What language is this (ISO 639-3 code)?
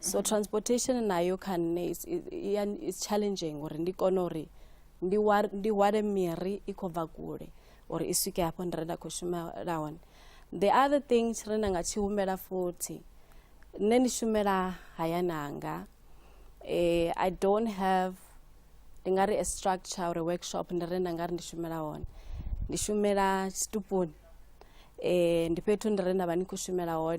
ven